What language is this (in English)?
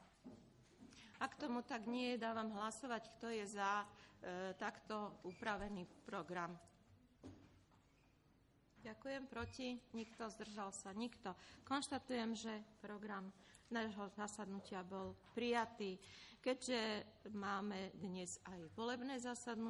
Slovak